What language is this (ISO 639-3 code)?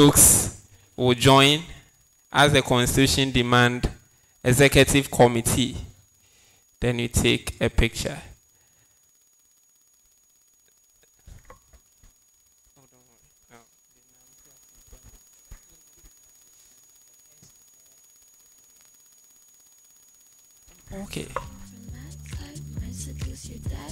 eng